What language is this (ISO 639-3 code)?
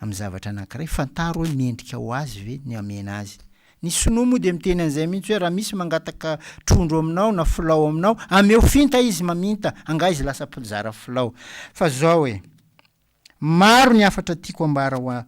mlg